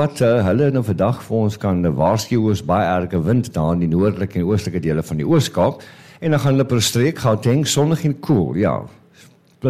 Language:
Afrikaans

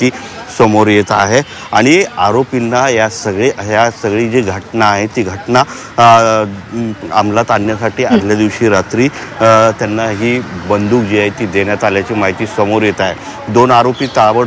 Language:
Marathi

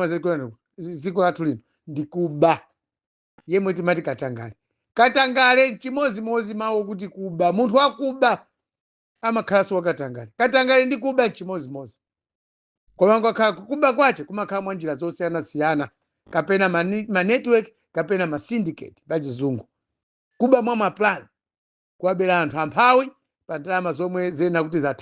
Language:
Nyanja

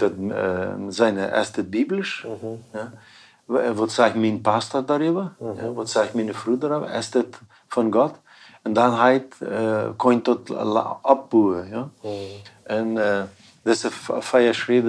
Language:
Plautdietsch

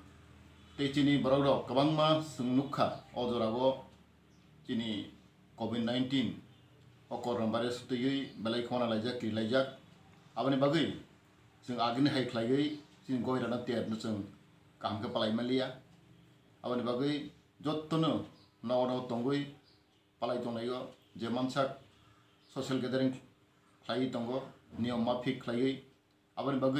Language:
Kok Borok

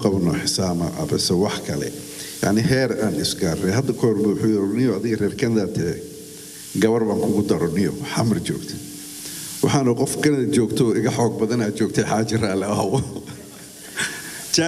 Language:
Somali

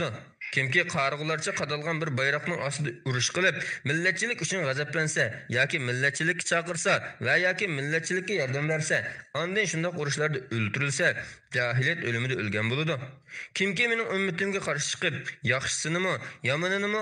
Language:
Uyghur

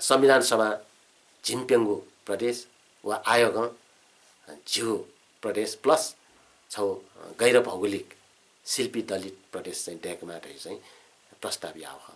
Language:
Newari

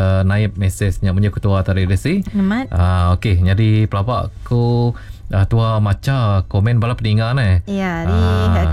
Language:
Iban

